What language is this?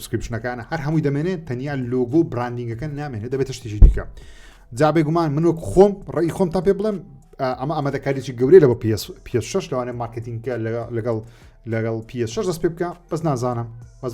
Central Kurdish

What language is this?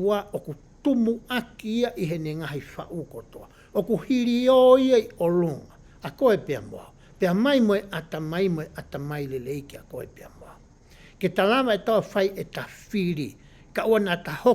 Tongan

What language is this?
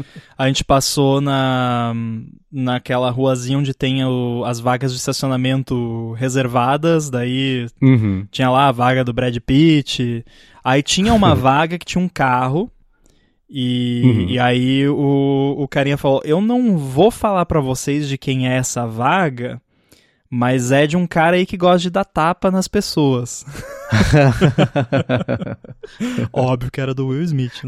Portuguese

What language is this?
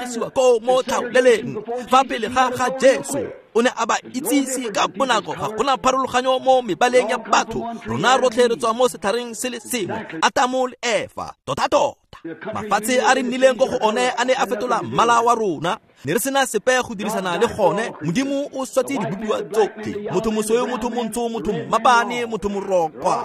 Tswana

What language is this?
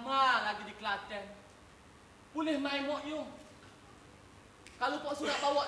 Malay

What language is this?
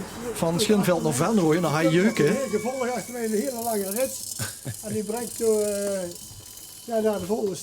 Limburgish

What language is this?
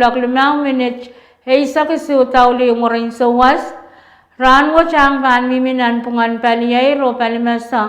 Pohnpeian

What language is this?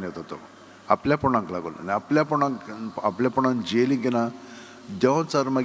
Konkani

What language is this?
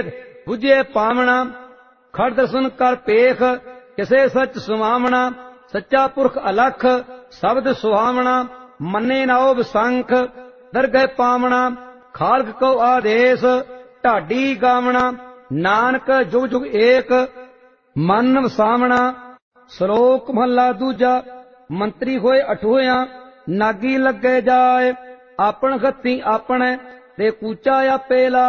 Punjabi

